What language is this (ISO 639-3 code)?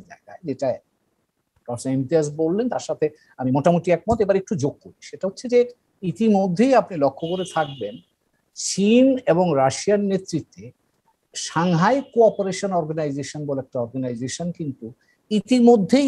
ben